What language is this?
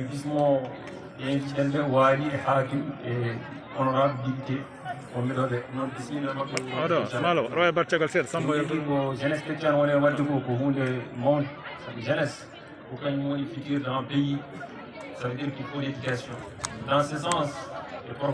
Fula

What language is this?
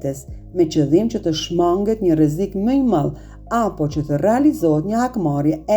Albanian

